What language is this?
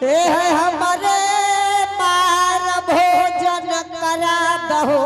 Angika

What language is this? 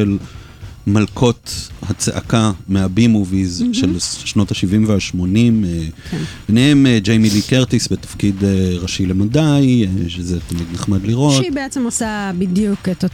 Hebrew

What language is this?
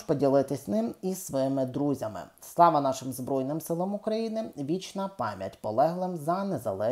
Ukrainian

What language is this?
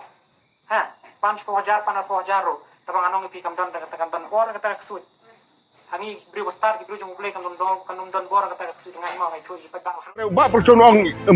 Khasi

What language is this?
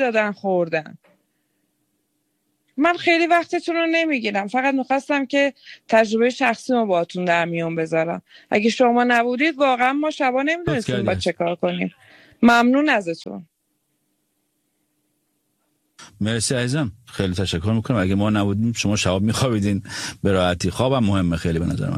Persian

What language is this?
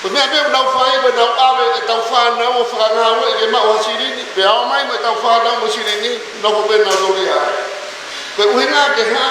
Tongan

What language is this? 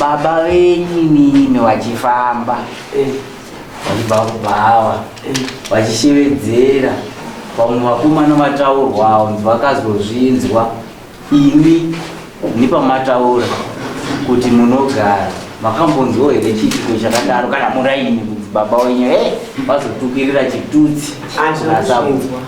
Shona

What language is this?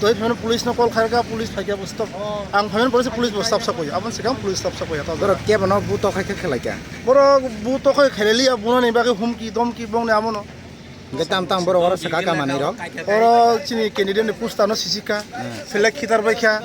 Kok Borok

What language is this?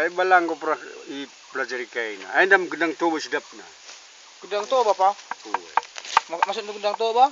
Batak Karo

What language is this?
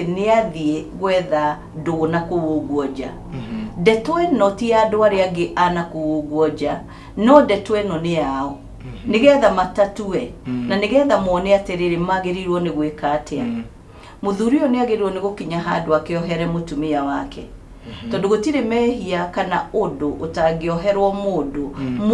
Kikuyu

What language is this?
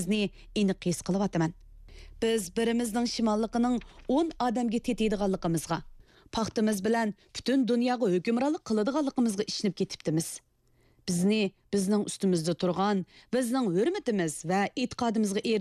Uyghur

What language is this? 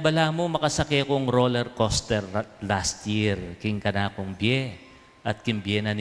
Pampanga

